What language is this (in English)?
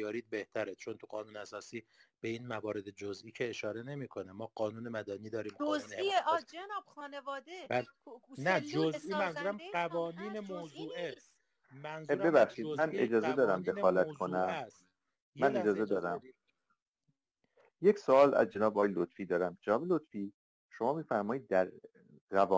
Persian